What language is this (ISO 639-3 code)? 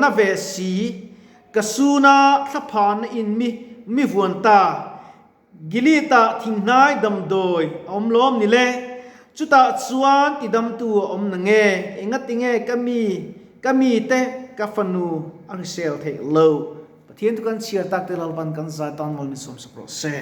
lus